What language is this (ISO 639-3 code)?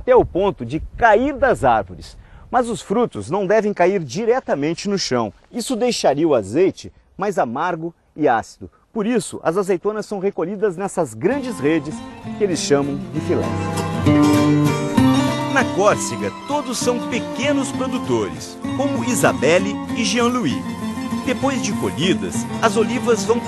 por